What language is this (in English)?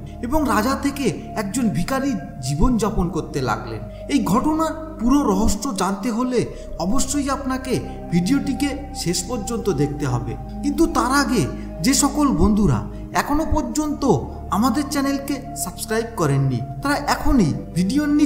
Bangla